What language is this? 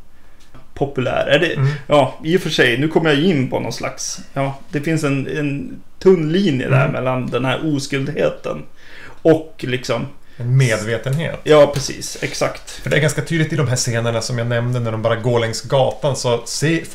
Swedish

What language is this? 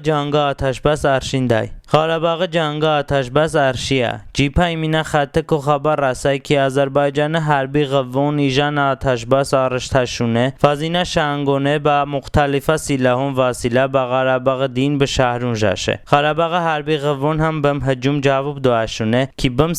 Talysh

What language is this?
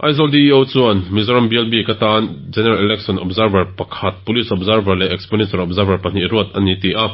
Mizo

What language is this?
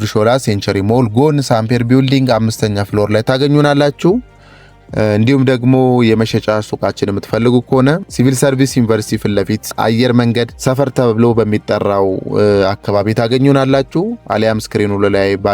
Amharic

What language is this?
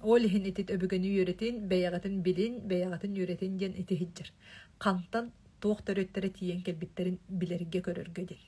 Yakut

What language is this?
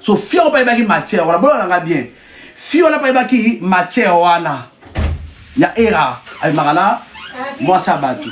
Lingala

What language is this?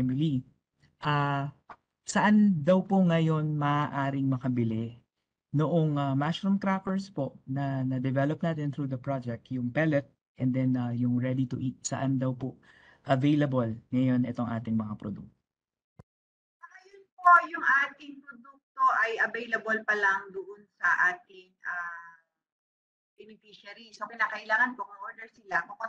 Filipino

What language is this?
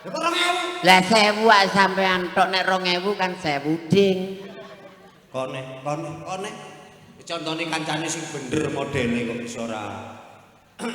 Javanese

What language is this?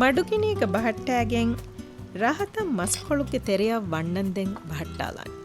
Divehi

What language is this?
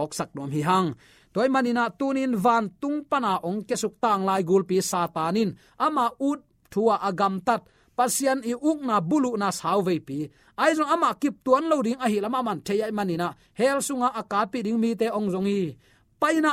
Tedim Chin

